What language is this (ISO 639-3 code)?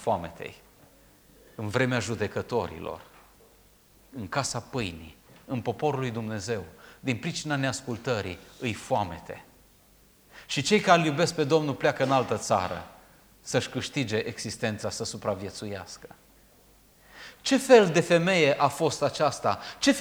ron